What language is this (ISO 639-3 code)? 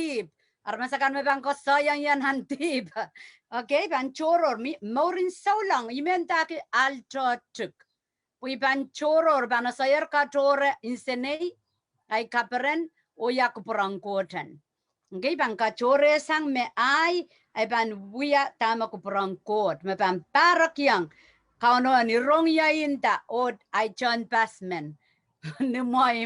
pon